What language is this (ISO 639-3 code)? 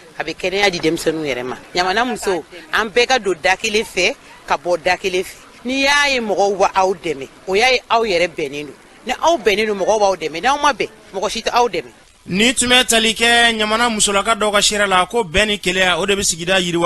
bam